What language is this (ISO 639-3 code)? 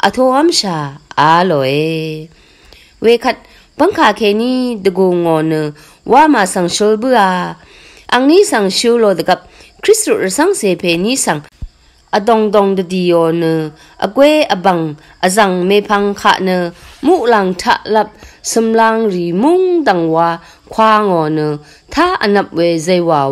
raw